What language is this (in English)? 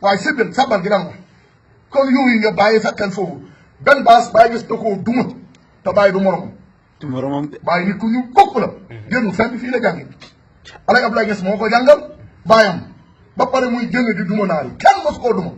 Wolof